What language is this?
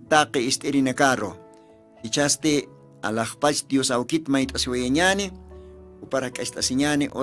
Aymara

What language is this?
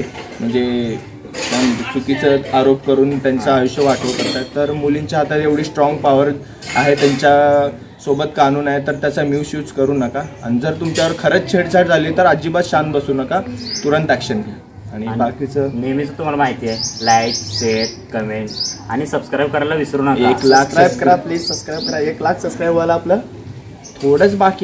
Marathi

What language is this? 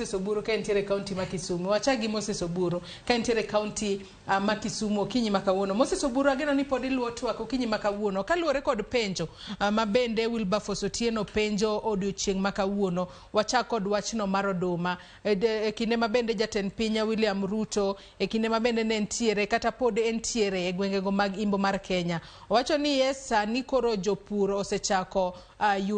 Luo (Kenya and Tanzania)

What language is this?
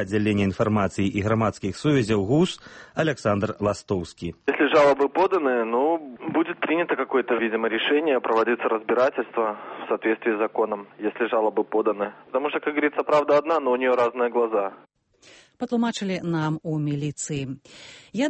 Belarusian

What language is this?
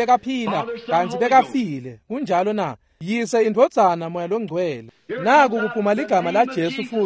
Swati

